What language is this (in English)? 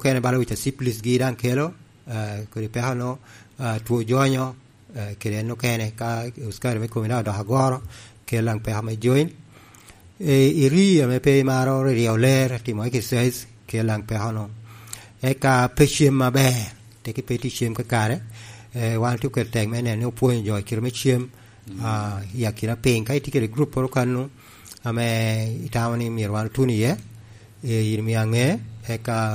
Lango (Uganda)